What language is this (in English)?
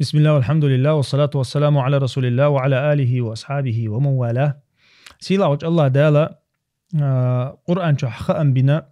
Chechen